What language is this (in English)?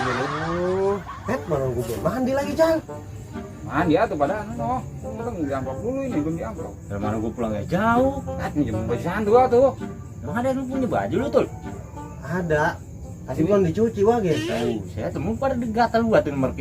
Betawi